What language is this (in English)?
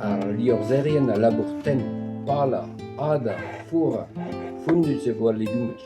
Breton